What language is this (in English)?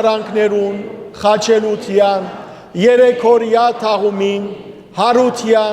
Western Armenian